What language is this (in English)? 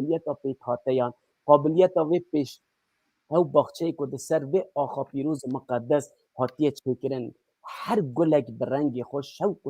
Kurdish